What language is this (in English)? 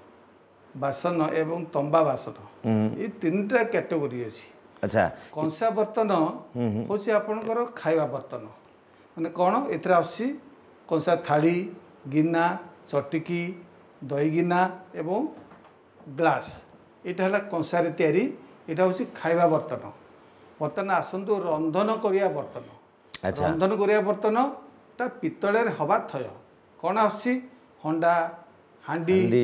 Odia